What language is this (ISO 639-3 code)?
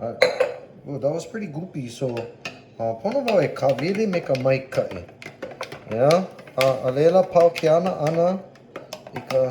haw